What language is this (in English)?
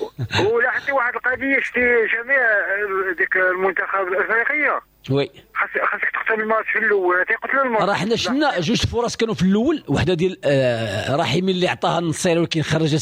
Moroccan Arabic